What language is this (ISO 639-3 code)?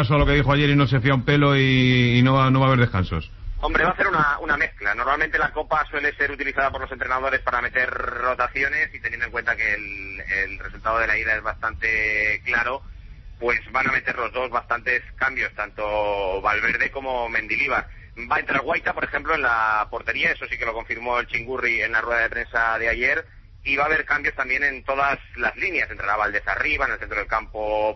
spa